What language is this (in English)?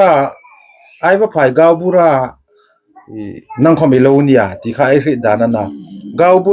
Hmar